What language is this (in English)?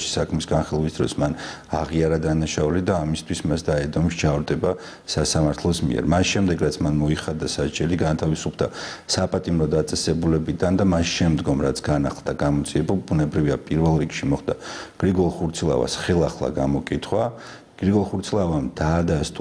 Georgian